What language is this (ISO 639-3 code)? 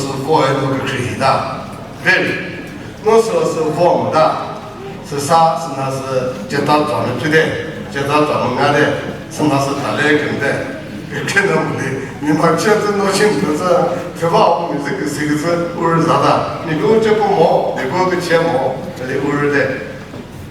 nri